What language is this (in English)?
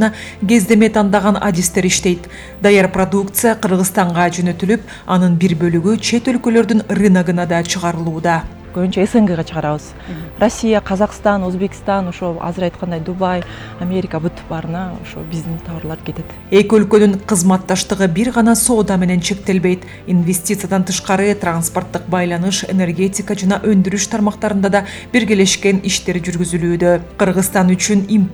Kyrgyz